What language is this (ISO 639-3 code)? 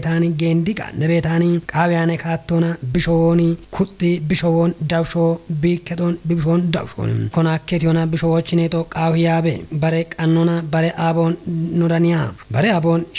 kbr